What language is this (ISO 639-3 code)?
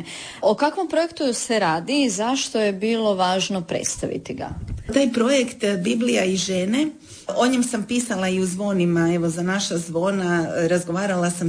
hrv